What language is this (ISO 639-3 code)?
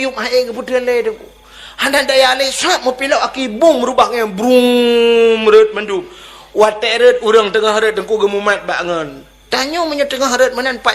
ace